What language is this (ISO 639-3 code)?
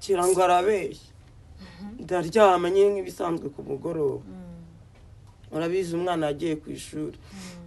kin